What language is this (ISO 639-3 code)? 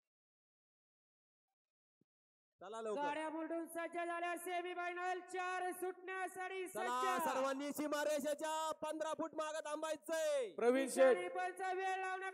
mar